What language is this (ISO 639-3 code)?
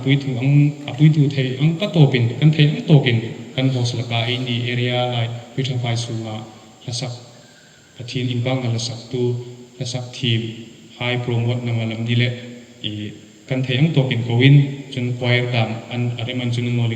hmr